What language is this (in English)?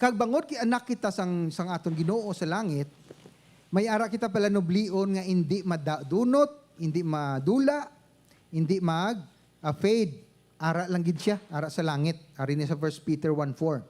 Hiligaynon